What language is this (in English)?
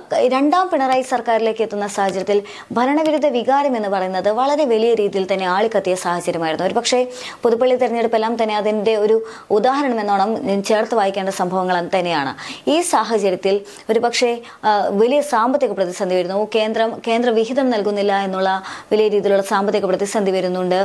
Malayalam